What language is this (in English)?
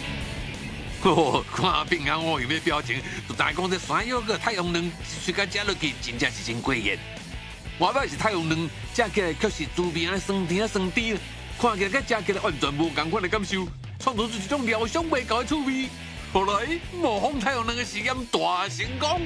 Min Nan Chinese